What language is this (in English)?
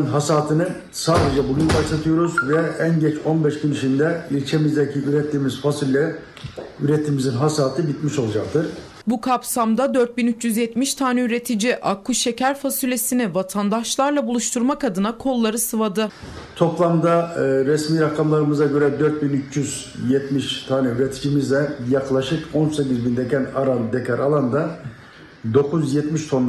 Turkish